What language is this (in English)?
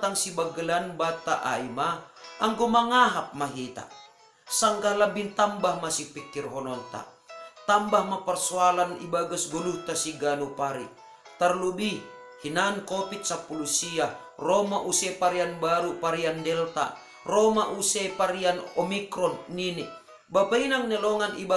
Batak Simalungun